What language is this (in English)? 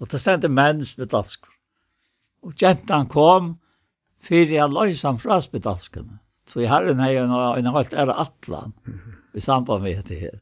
Faroese